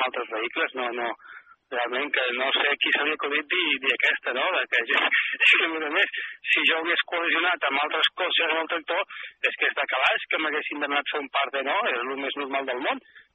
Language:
Catalan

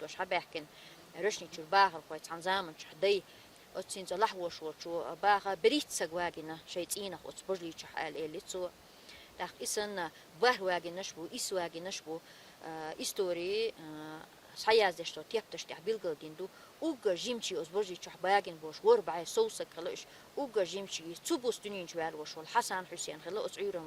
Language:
Chechen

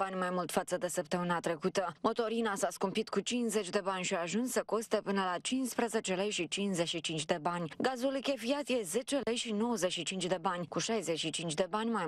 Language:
Romanian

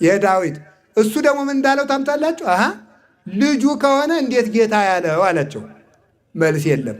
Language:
Amharic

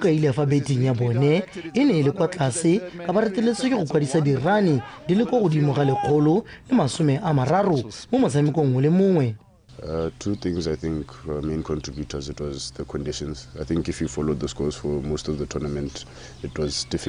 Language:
Tswana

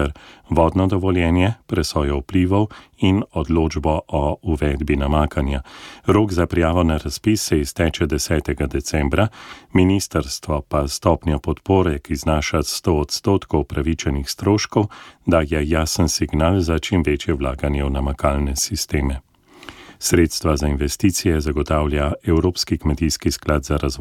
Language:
Slovenian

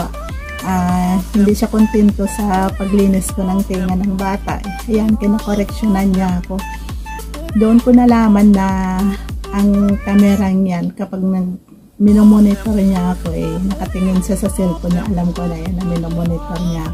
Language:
Filipino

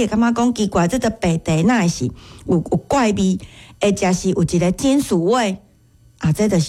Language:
Min Nan Chinese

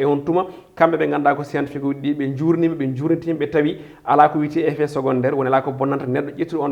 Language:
Fula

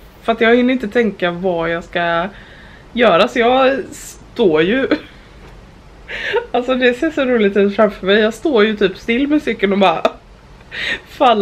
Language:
Swedish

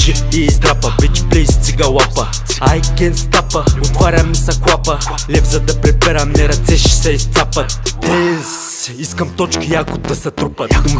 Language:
Bulgarian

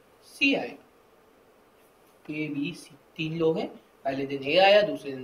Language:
Hindi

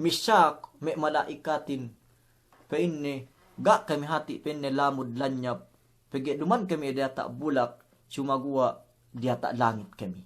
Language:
Yakan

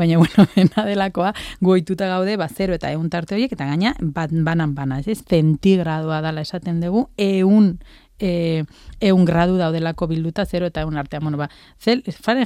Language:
Basque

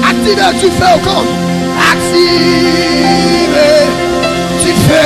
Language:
Haitian Creole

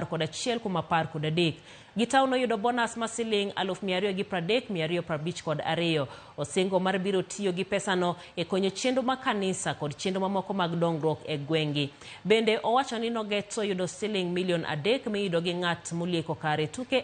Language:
Luo (Kenya and Tanzania)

